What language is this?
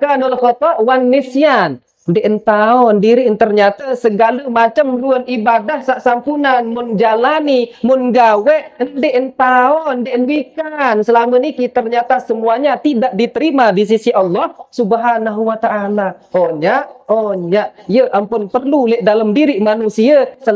Sasak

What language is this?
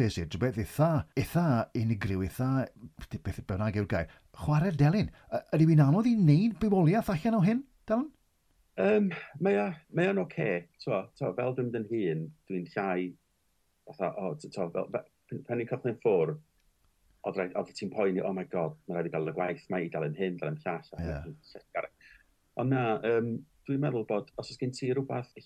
Welsh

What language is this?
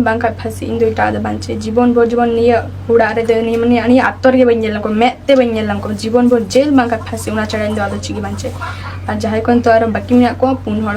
Santali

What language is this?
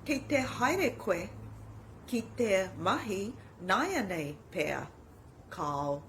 Māori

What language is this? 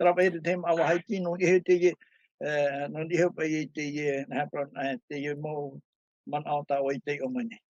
Tahitian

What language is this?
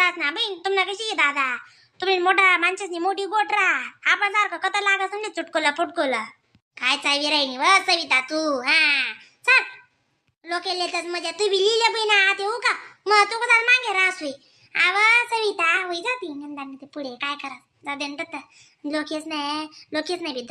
Khandesi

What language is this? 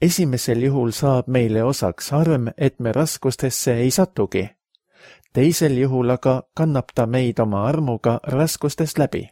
Estonian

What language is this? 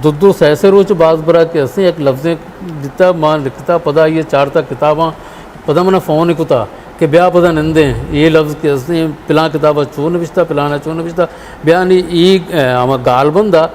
Eastern Balochi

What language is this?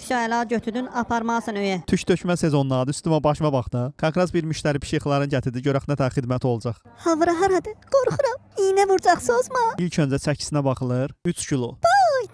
Azerbaijani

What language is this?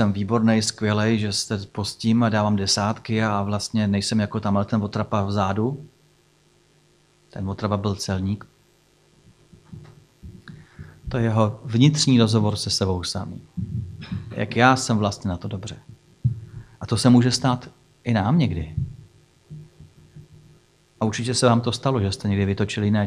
Czech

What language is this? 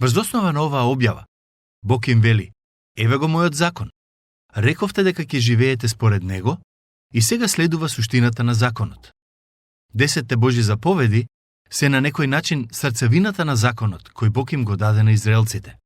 Macedonian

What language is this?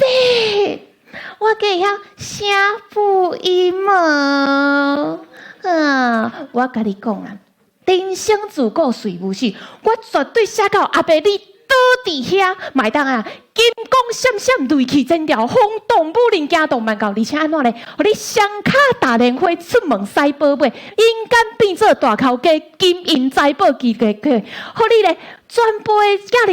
Min Nan Chinese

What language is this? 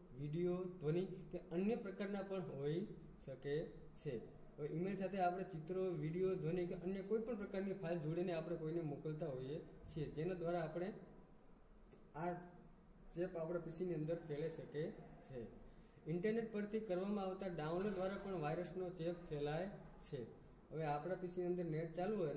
Gujarati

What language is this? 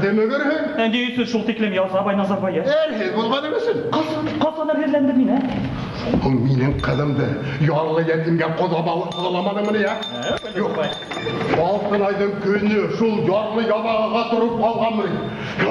Bashkir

